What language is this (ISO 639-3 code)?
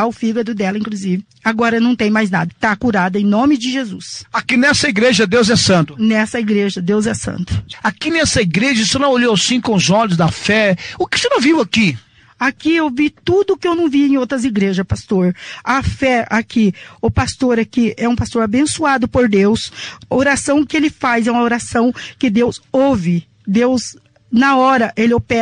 por